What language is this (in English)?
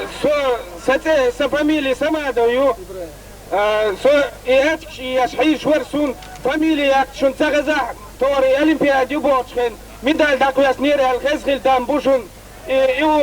Chechen